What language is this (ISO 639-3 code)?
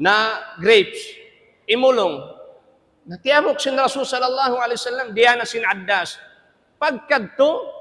tsg